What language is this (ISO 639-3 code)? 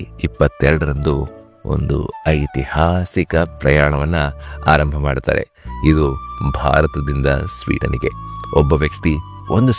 kan